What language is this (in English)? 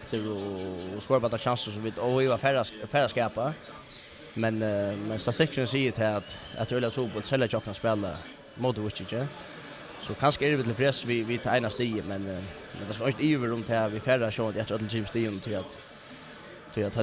Faroese